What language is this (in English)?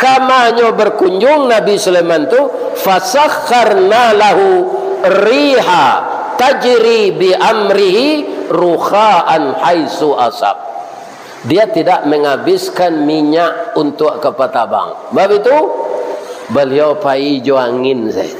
Minangkabau